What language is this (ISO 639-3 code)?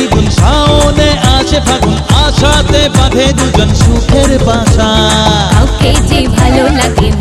ben